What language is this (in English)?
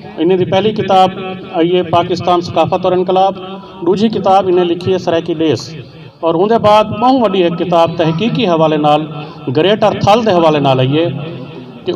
Saraiki